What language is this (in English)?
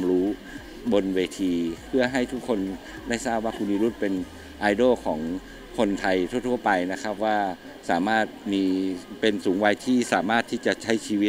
Thai